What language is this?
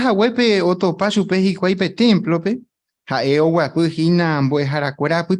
Guarani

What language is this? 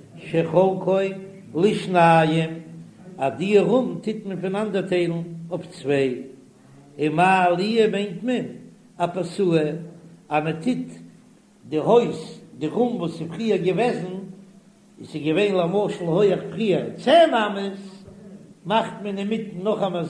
Yiddish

